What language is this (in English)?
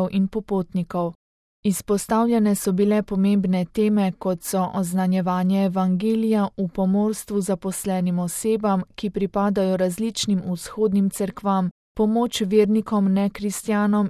Slovenian